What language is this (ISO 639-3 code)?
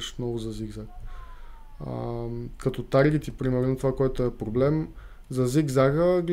bul